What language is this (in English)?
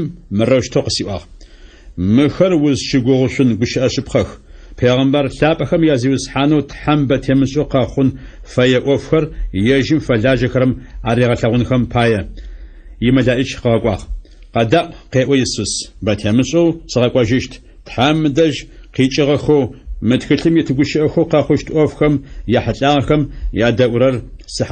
Adyghe